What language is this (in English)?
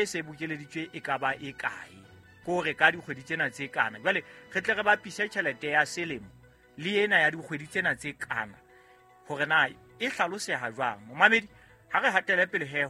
Southern Sotho